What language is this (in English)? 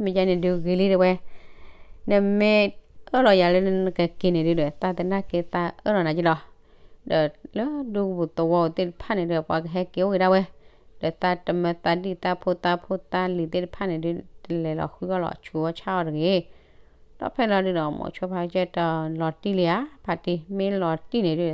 S'gaw Karen